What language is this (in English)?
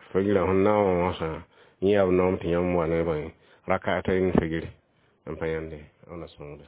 Mossi